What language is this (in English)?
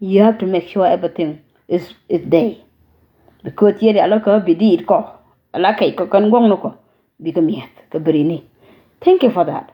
Nuer